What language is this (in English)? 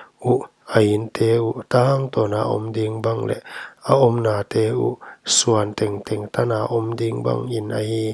Paite Chin